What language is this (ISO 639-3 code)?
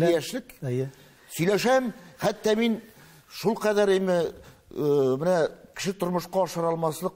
tat